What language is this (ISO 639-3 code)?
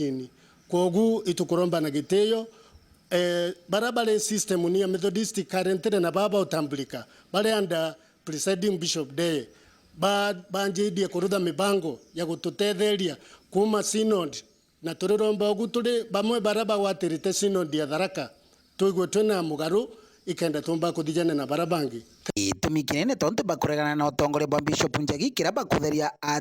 mer